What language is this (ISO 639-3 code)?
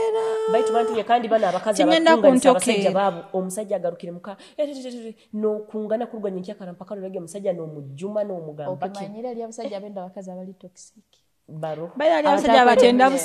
nyo